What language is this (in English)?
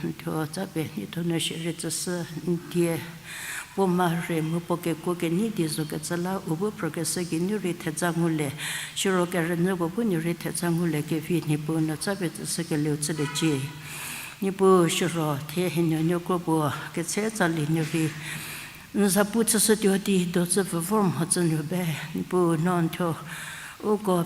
Angami Naga